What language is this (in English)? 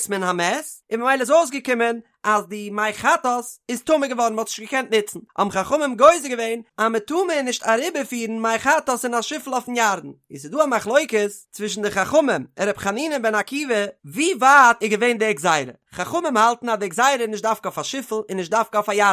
Yiddish